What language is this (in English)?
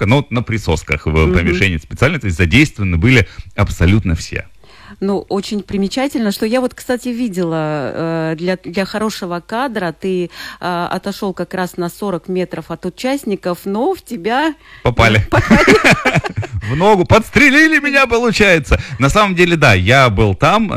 Russian